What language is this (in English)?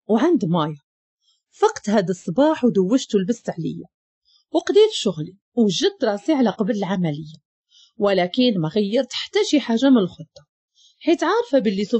Moroccan Arabic